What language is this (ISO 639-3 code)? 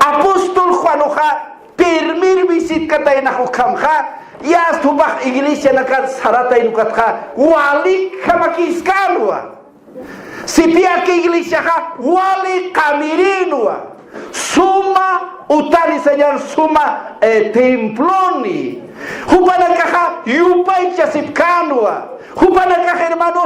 aym